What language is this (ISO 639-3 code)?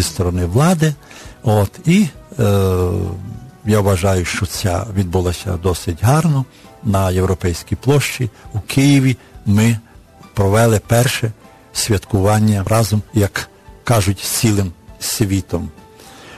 ukr